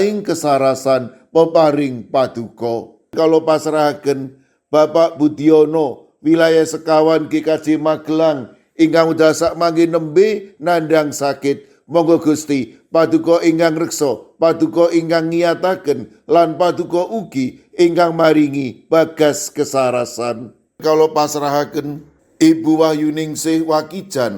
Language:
Javanese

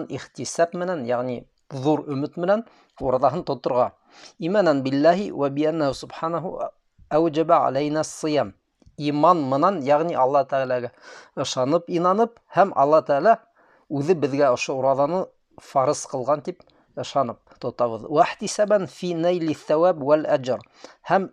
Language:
Bashkir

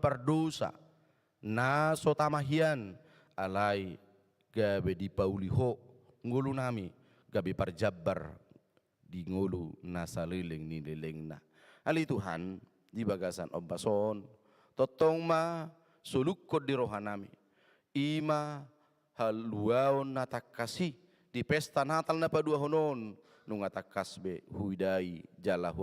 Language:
Batak Toba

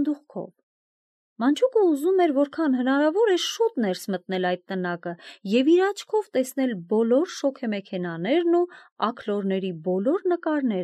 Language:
Armenian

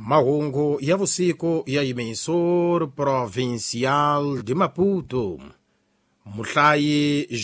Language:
Tsonga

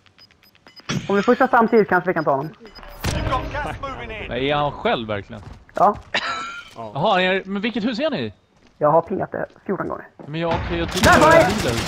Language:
Swedish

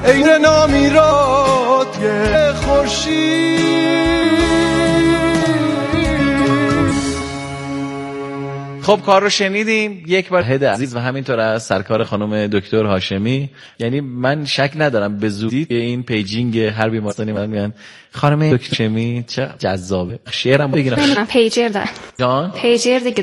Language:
Persian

